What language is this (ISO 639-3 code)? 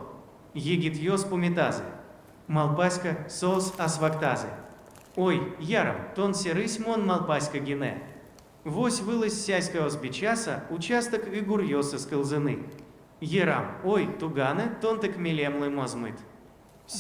udm